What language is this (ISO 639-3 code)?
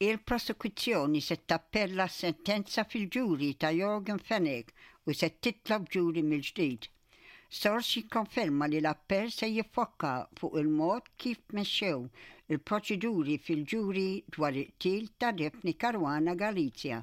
mlt